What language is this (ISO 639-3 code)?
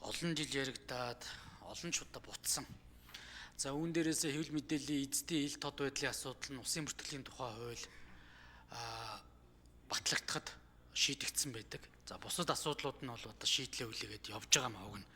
mon